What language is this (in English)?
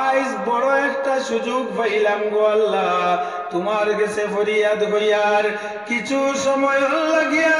Sylheti